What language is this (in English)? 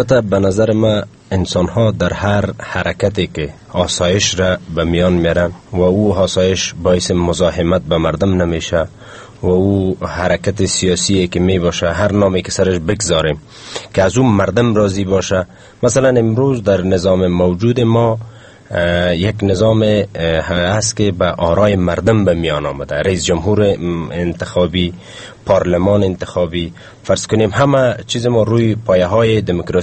Persian